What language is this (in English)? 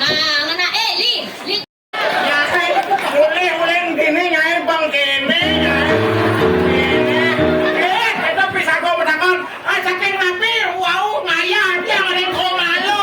Balinese